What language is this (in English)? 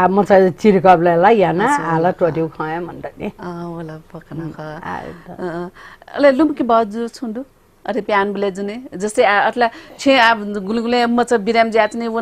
Newari